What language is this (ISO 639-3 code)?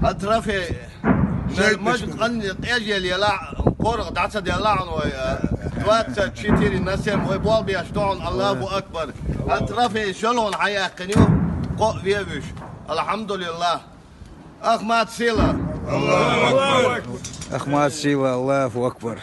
che